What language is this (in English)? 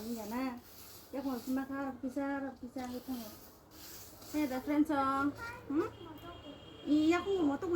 Kok Borok